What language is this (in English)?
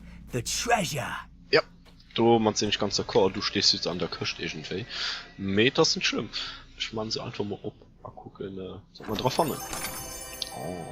Luxembourgish